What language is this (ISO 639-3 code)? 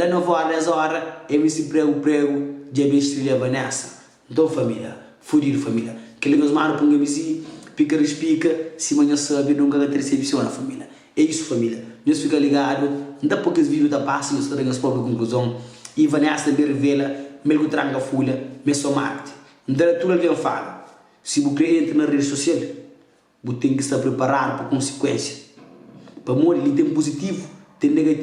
kea